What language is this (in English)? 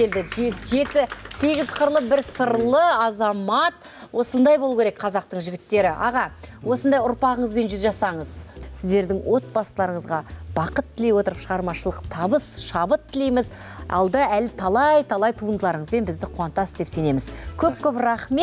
Kazakh